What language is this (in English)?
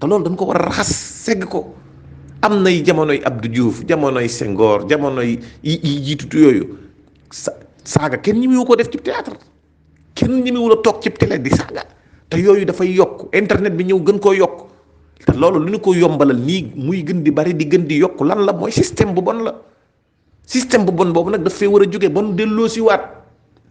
Wolof